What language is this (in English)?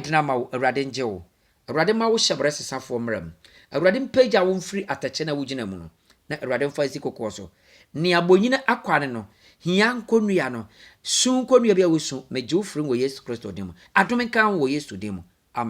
Akan